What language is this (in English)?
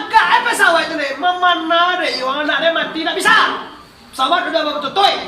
Minangkabau